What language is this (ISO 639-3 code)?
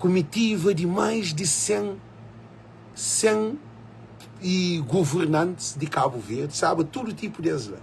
kea